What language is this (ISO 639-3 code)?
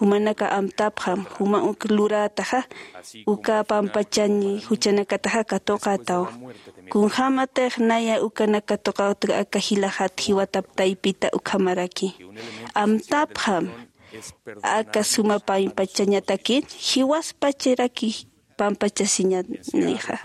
aym